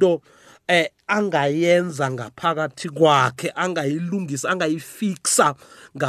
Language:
South Ndebele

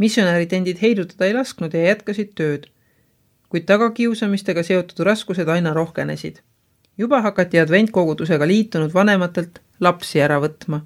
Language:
Estonian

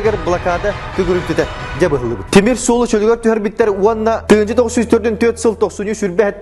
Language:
Yakut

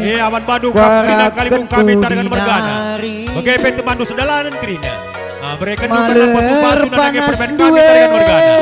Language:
Batak Karo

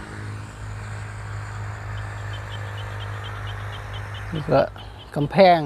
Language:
Lao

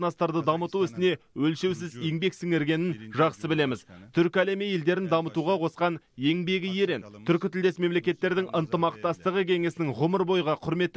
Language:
Kazakh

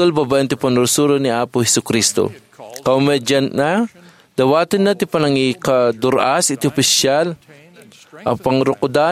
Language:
Iloko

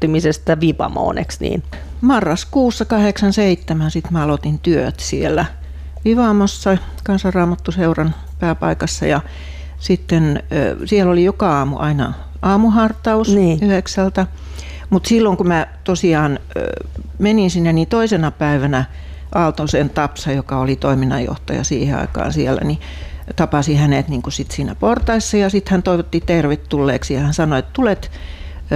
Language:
Finnish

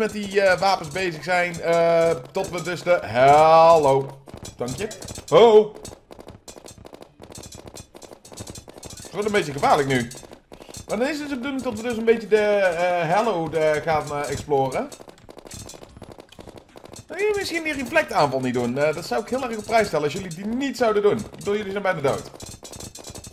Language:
Dutch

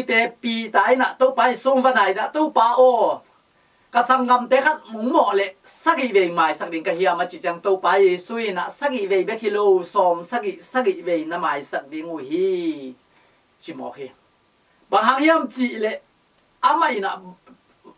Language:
Tedim Chin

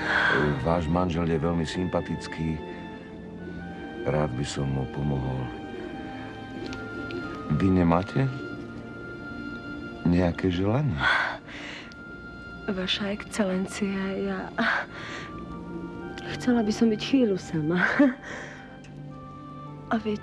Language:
Slovak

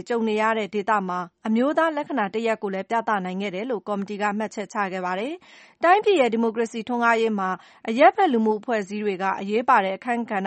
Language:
Burmese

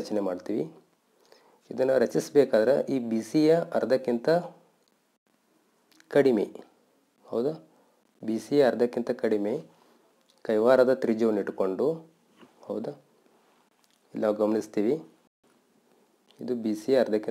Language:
Kannada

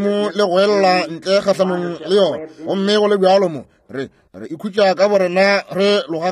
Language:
Northern Sotho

